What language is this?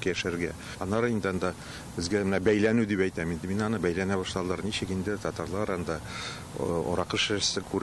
Tatar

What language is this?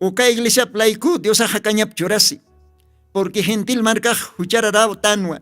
Aymara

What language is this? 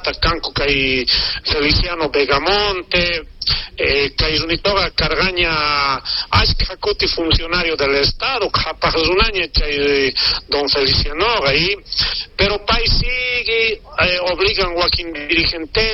South Bolivian Quechua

